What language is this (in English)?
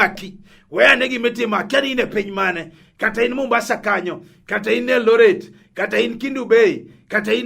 Luo (Kenya and Tanzania)